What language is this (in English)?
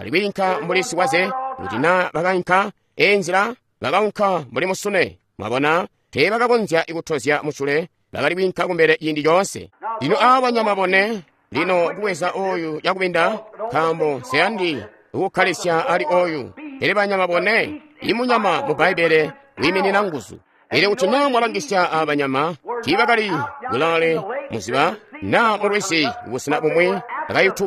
Tonga (Zambia)